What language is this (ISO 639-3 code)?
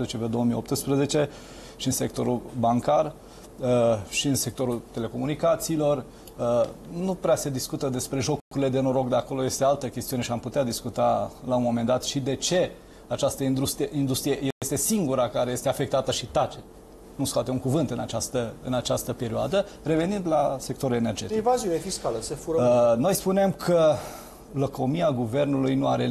ron